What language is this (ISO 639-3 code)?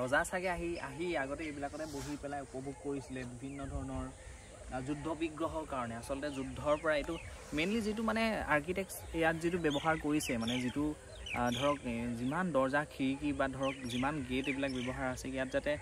asm